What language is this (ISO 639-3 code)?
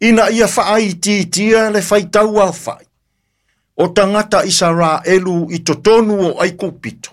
smo